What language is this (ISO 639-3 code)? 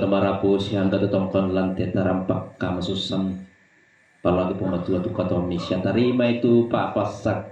sda